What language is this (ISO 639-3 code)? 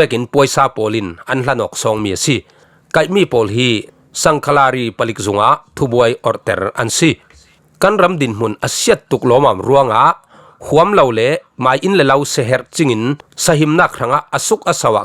cfm